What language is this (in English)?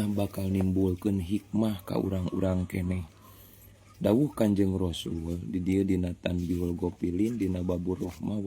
Sundanese